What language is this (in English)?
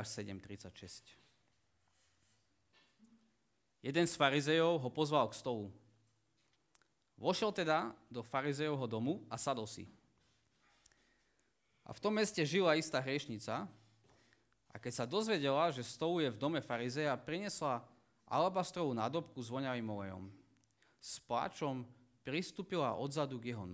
Slovak